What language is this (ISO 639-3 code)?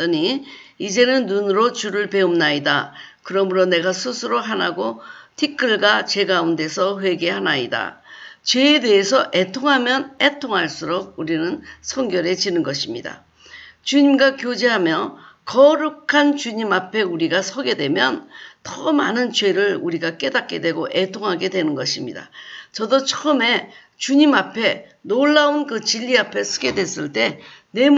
kor